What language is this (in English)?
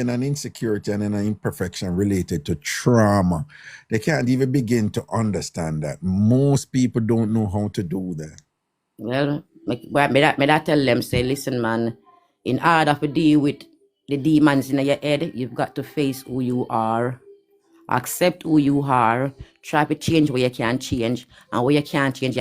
Jamaican Creole English